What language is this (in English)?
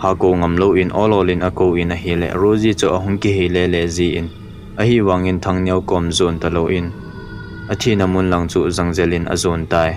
Thado Chin